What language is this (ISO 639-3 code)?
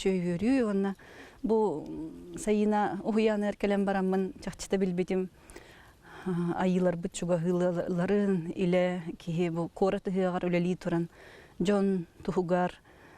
sah